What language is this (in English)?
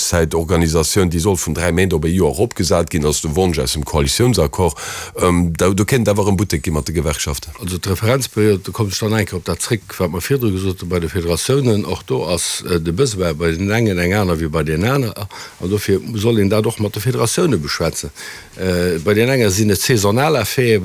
Luxembourgish